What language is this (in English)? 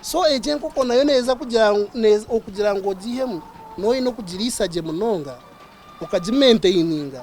Nyankole